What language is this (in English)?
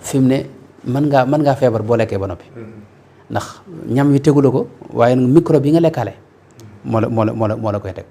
Wolof